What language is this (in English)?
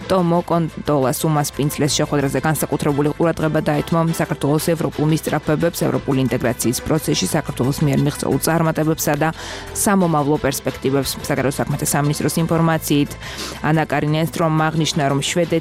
Georgian